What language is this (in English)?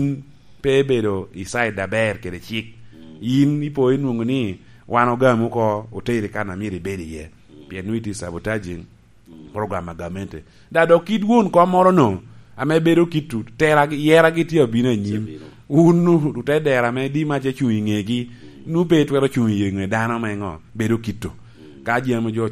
Lango (Uganda)